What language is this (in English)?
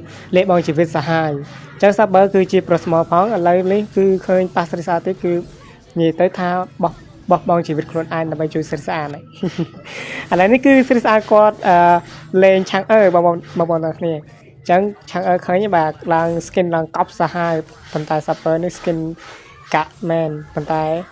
Khmer